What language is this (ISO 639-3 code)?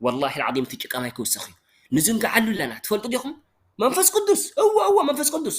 tir